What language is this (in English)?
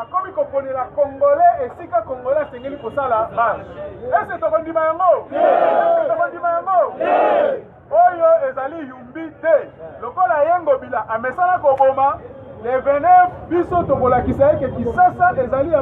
Lingala